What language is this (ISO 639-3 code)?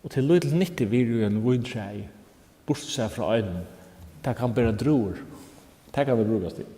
fao